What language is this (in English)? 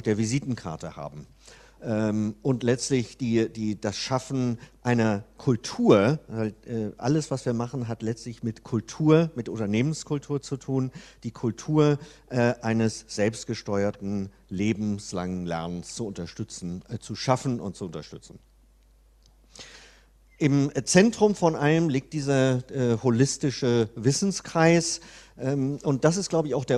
German